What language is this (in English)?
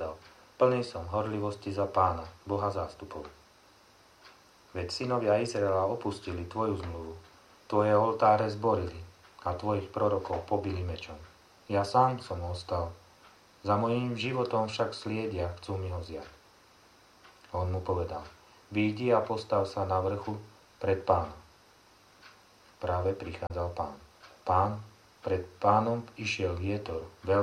Slovak